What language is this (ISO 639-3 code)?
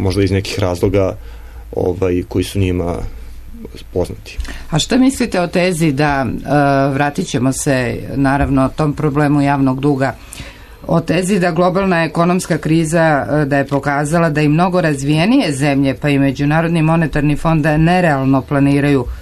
srp